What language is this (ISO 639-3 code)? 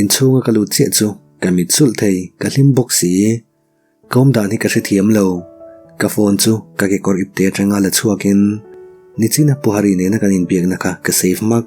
lus